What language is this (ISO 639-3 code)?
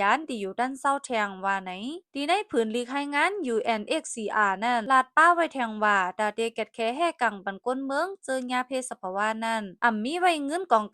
shn